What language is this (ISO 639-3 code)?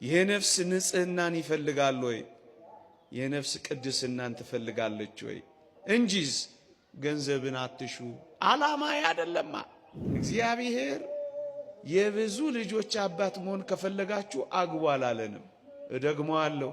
amh